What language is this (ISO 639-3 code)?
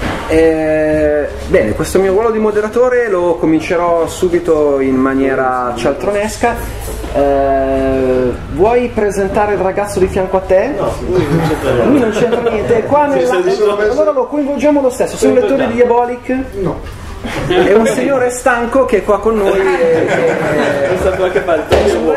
ita